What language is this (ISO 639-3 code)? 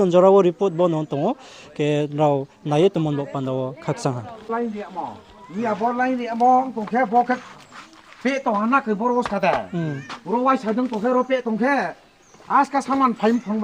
ria